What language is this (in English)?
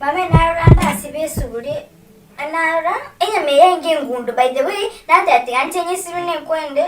Gusii